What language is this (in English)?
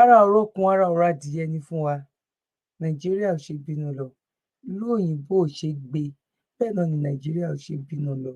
Yoruba